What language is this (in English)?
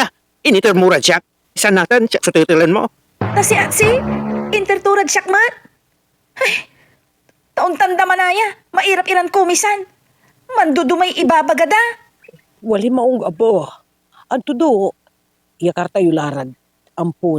Pangasinan